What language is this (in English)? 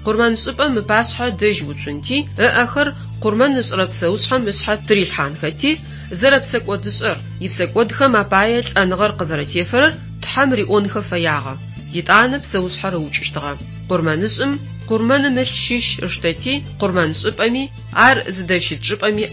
Adyghe